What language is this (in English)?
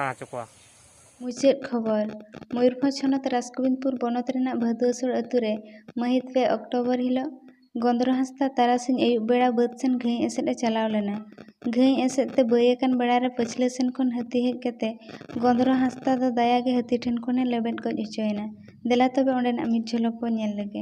Santali